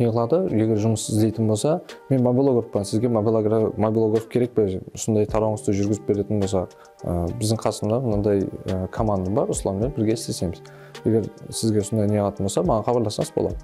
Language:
Kara-Kalpak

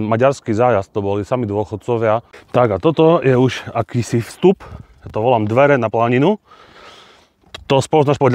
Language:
Slovak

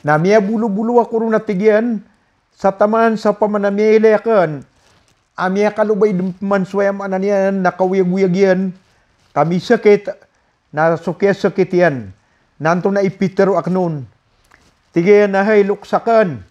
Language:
Maranao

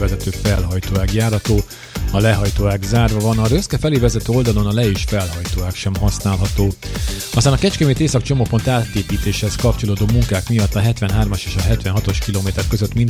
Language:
Hungarian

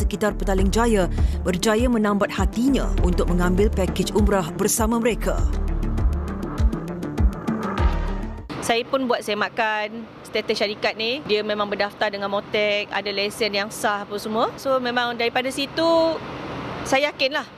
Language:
Malay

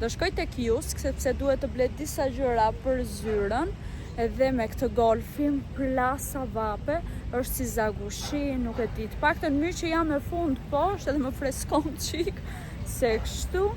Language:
Albanian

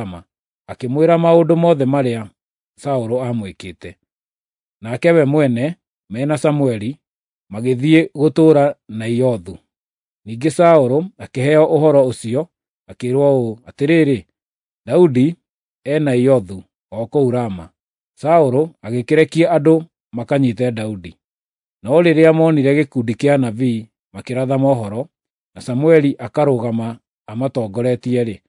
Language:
Kikuyu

